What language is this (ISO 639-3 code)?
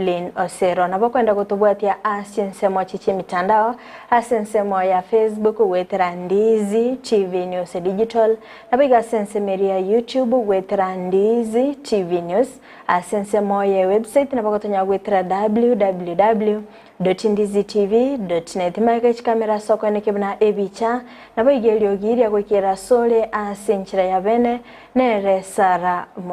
guz